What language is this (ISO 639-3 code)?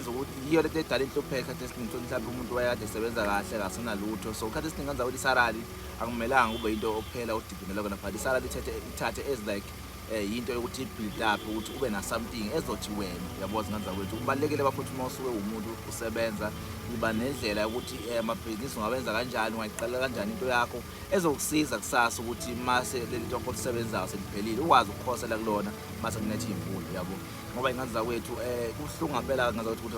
zul